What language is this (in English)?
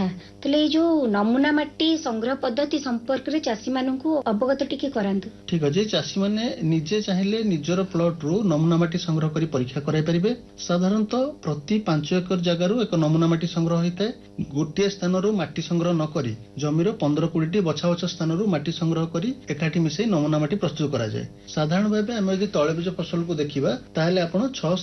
Odia